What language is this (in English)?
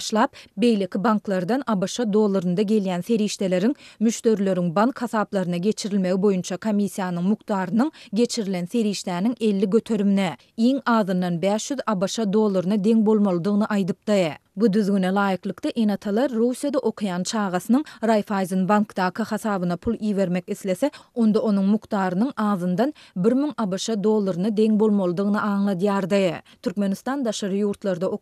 Turkmen